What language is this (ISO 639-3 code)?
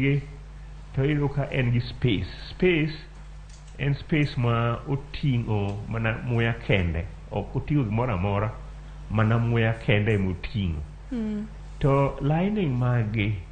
luo